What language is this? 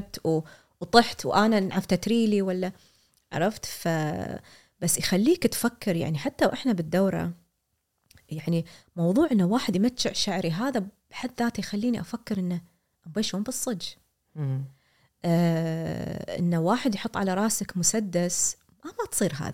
Gulf Arabic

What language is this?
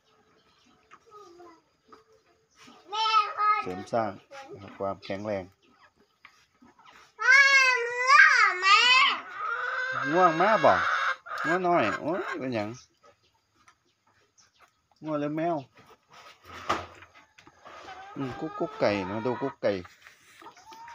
Thai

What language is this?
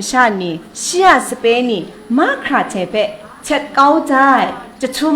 Kachin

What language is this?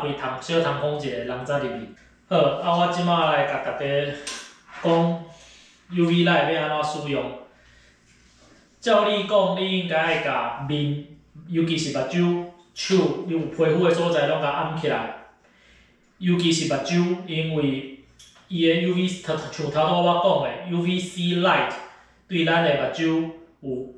Min Nan Chinese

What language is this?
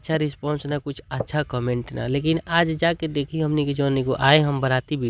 Bhojpuri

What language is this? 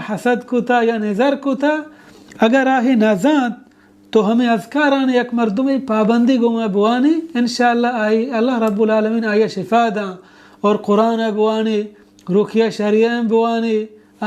Baluchi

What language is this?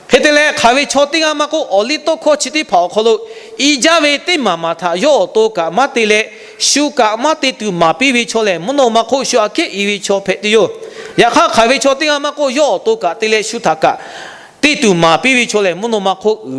Lahu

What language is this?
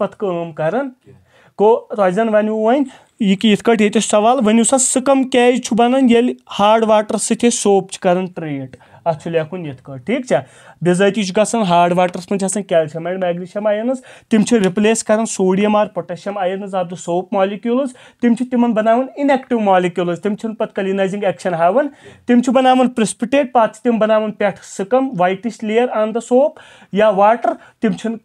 Kashmiri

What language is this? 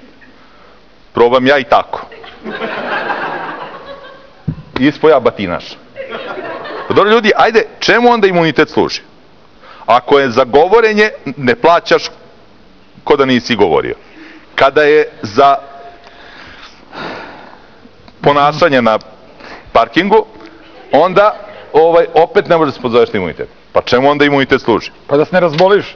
Serbian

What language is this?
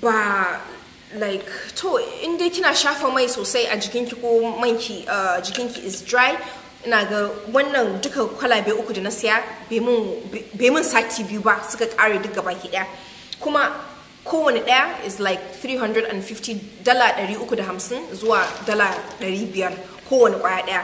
Hausa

